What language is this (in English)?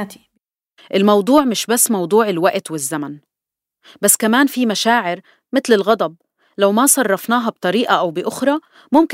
North Levantine Arabic